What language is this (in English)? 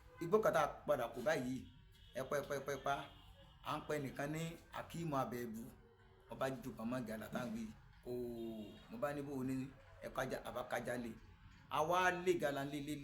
Yoruba